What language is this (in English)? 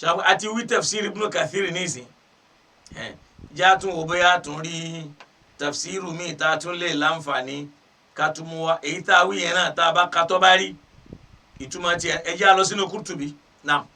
Yoruba